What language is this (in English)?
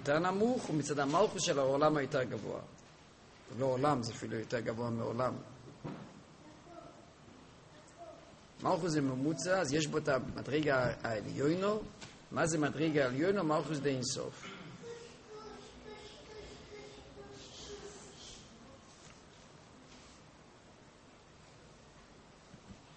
Hebrew